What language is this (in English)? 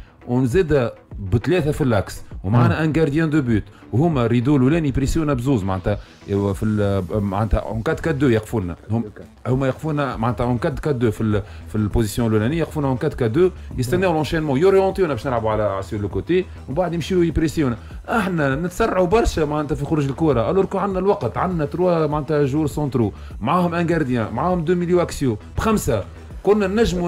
Tunisian Arabic